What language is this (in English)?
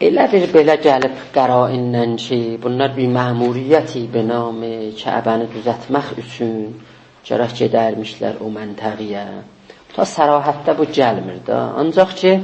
South Azerbaijani